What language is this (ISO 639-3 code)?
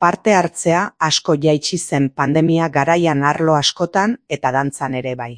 eus